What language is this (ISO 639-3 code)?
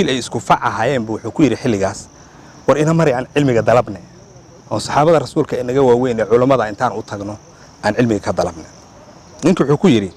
som